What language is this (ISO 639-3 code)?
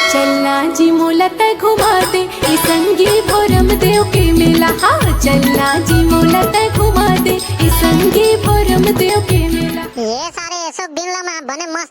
hne